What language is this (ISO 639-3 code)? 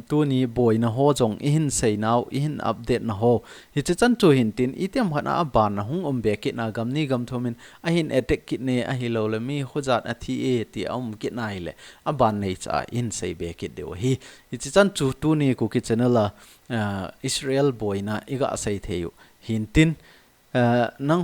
tcz